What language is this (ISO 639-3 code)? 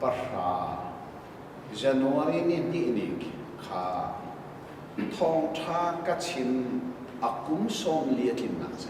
cnh